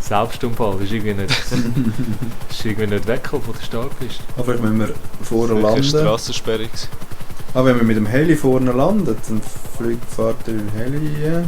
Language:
Swiss German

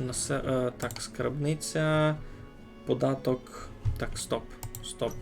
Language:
Rusyn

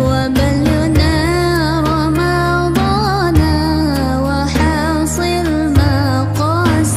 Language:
Achinese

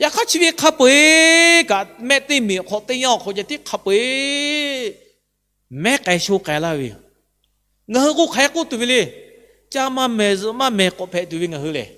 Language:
Lahu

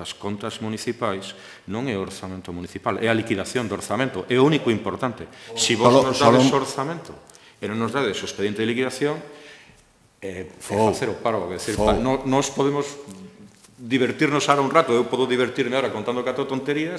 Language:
Galician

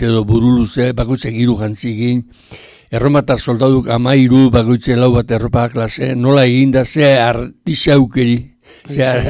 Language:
Basque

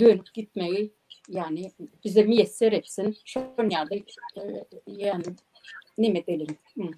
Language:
Turkmen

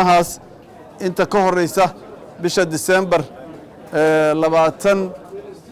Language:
Somali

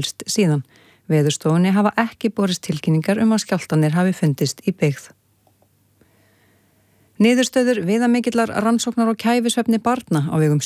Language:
Icelandic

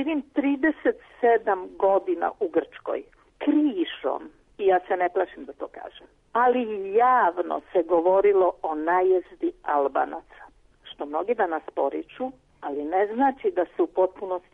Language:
Serbian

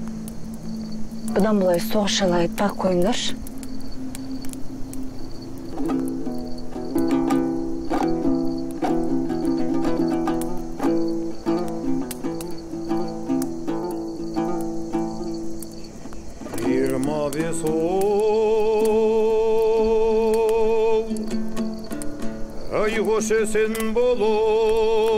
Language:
Kazakh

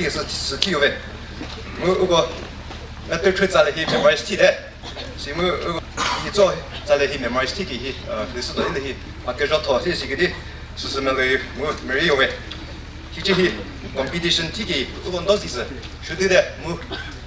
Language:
Chokri Naga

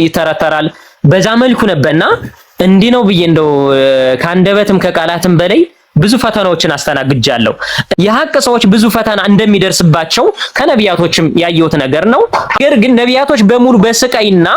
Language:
Amharic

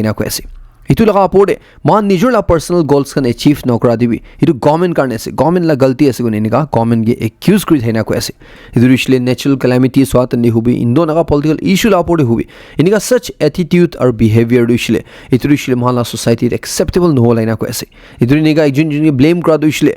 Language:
Naga Pidgin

